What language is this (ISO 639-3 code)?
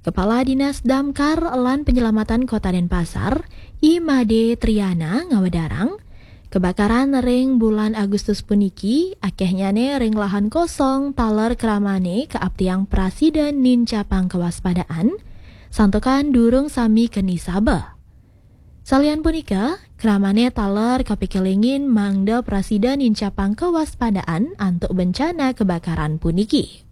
ban